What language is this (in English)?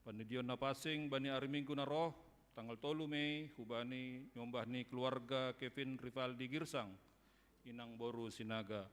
Batak Simalungun